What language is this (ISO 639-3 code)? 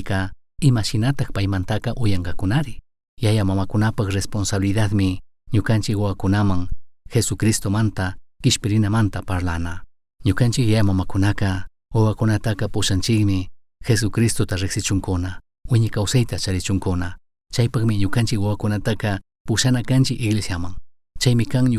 qug